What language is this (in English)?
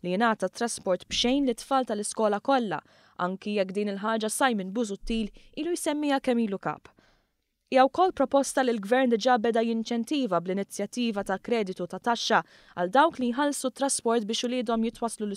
Maltese